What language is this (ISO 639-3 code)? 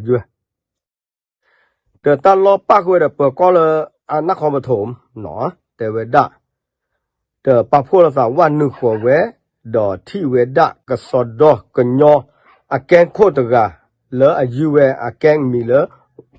ksw